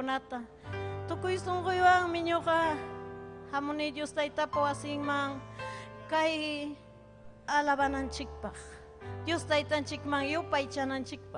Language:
Ayacucho Quechua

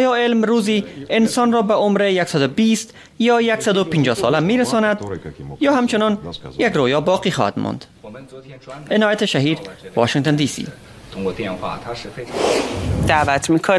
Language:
Persian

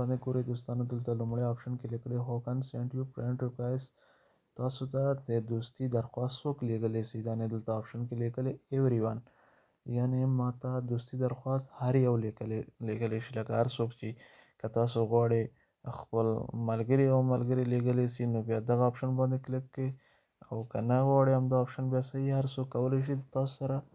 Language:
Pashto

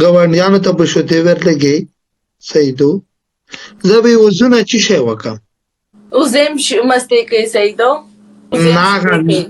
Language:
Pashto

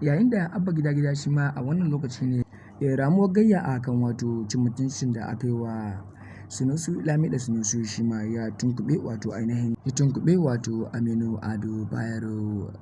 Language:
Hausa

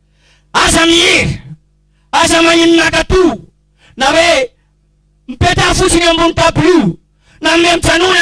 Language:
Malagasy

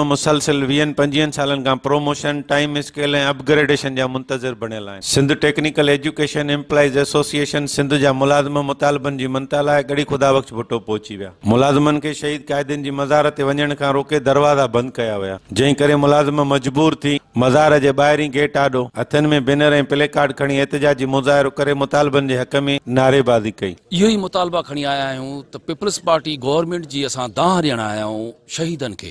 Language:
Sindhi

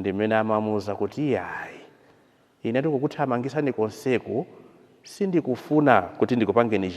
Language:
Nyanja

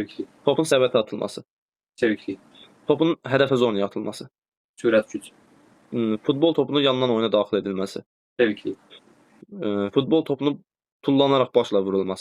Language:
Azerbaijani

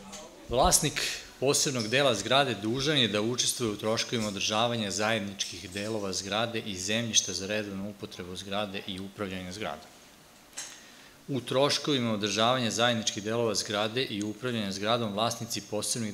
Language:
Serbian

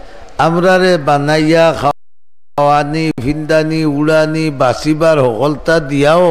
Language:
Sylheti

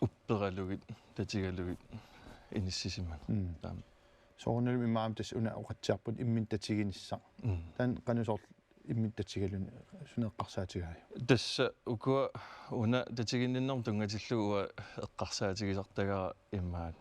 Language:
Kalaallisut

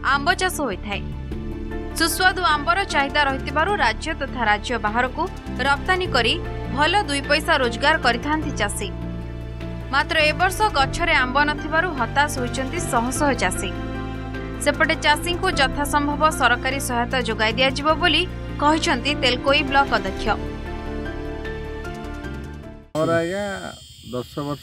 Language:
Odia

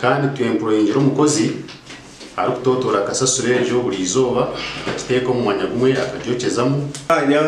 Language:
Nyankole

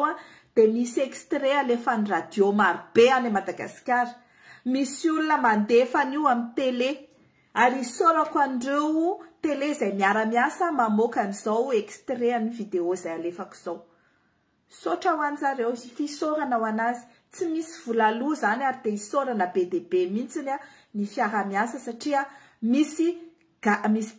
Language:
Malagasy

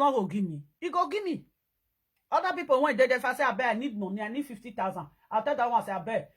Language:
Nigerian Pidgin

